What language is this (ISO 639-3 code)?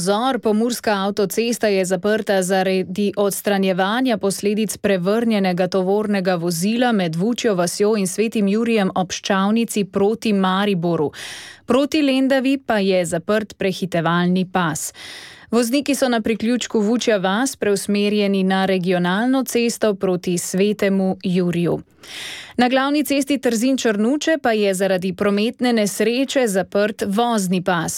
slv